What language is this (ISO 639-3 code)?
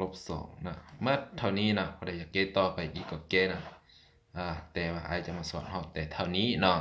lao